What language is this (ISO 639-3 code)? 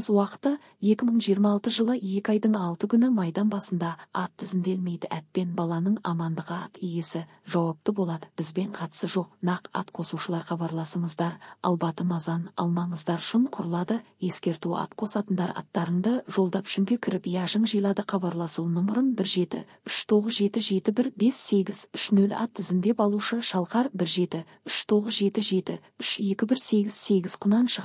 kir